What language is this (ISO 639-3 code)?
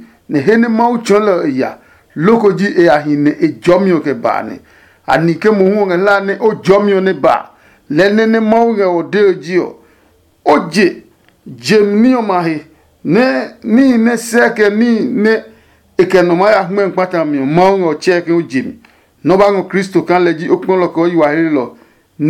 ada